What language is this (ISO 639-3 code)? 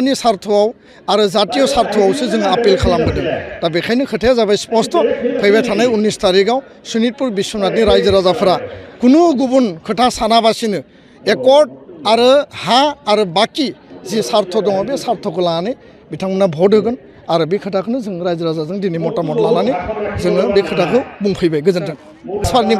brx